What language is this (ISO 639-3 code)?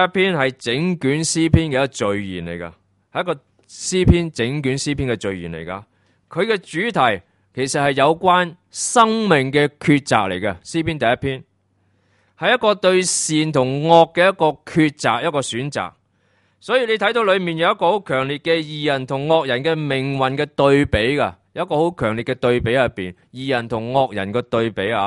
yue